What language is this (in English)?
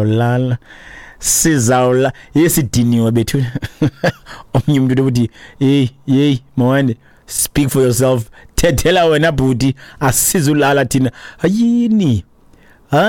Xhosa